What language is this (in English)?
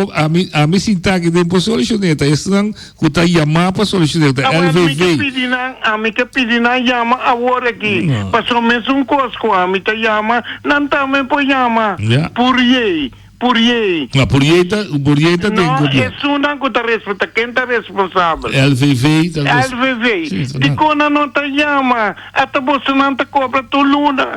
Papiamento